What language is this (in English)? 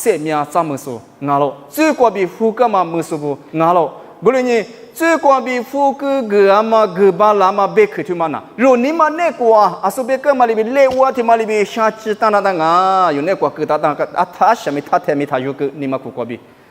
Lisu